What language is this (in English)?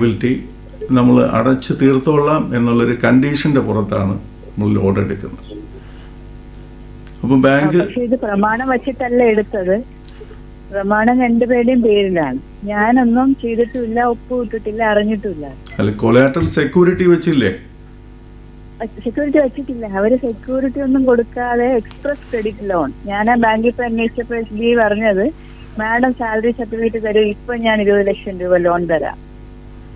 Malayalam